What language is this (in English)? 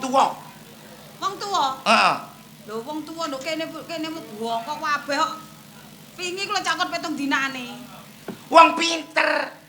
Javanese